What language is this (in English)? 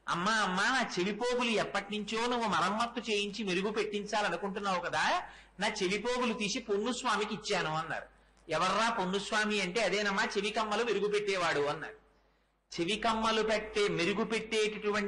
Telugu